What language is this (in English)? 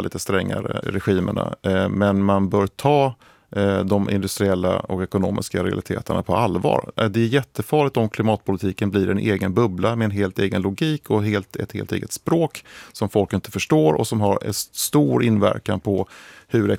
Swedish